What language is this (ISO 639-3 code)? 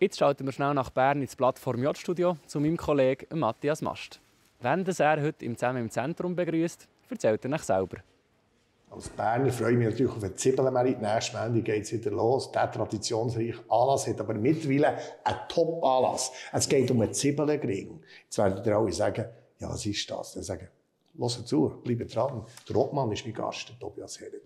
gsw